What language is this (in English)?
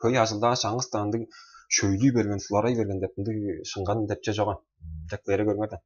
Tuvinian